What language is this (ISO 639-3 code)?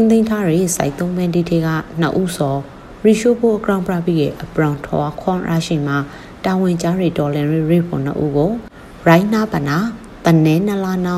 mya